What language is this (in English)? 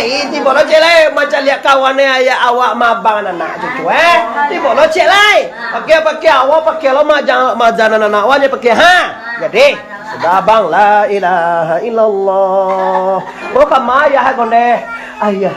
Minangkabau